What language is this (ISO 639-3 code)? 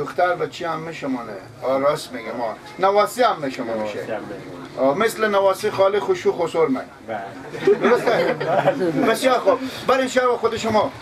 fas